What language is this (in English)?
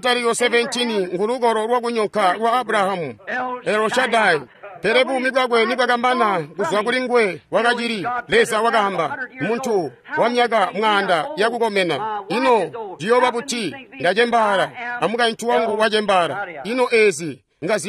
Tonga (Zambia)